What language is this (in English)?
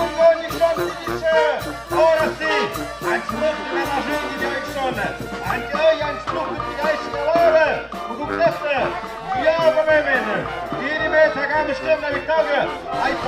Tlahuitoltepec Mixe